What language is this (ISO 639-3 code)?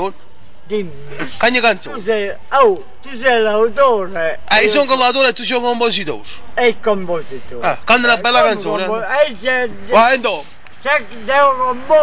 nap